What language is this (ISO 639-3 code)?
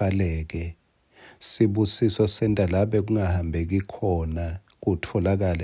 ssw